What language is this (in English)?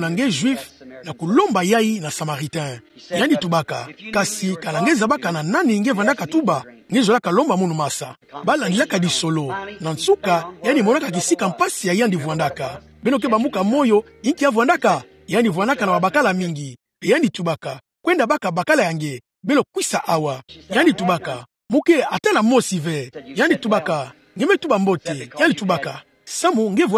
Kituba (Democratic Republic of Congo)